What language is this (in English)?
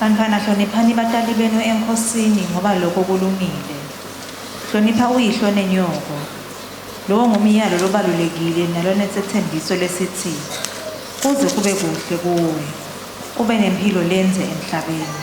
Swati